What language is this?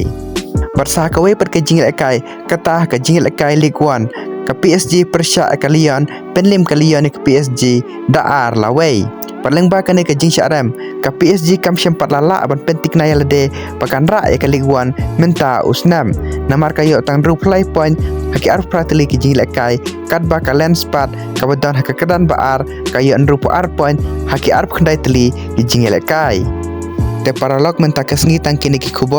Khasi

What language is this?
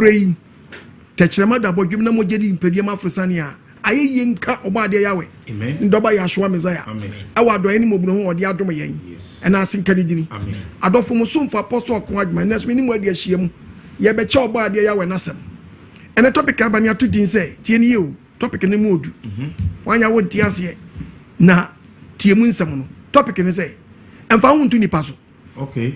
Akan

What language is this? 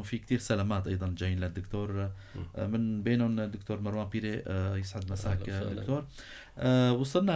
North Levantine Arabic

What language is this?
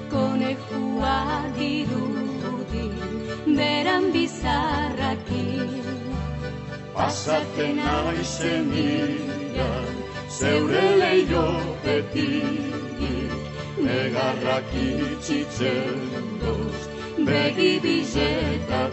Basque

